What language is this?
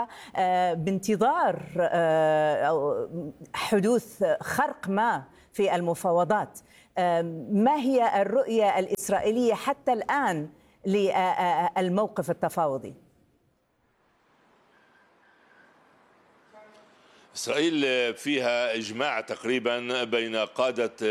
Arabic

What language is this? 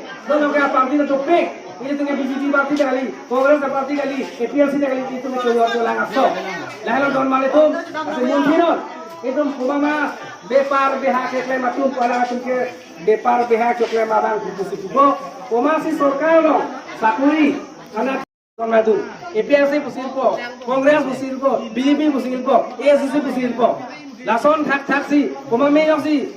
Karbi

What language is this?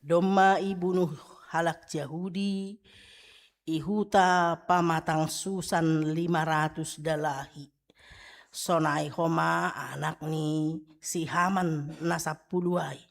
Batak Simalungun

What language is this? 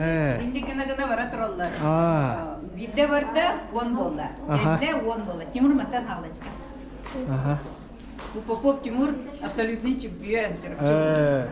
Yakut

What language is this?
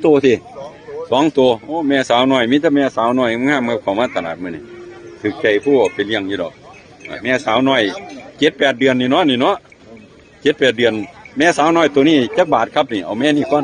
Northeastern Thai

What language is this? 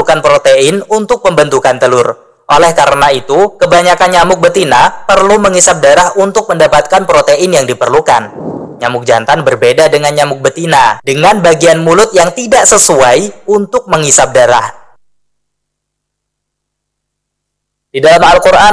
Indonesian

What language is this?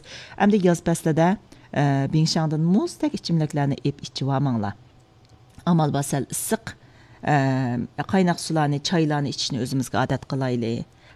Uyghur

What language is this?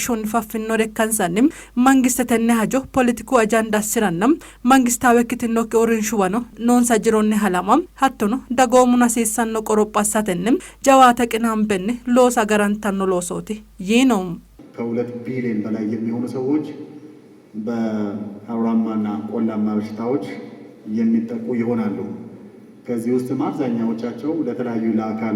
Sidamo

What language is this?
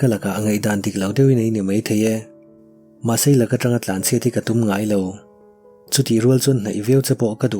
Mizo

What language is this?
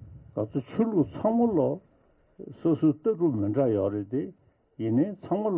Tibetan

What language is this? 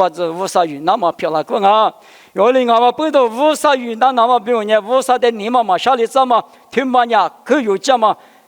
Lisu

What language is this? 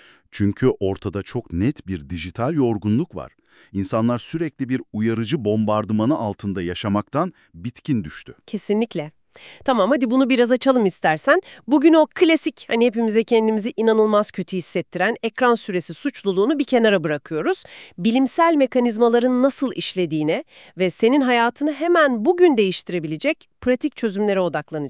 Turkish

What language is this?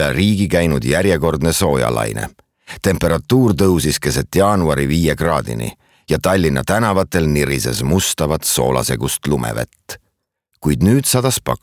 Estonian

